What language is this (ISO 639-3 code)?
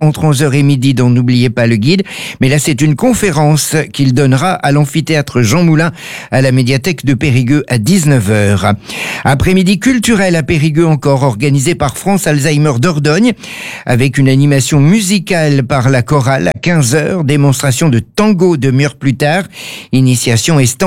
fra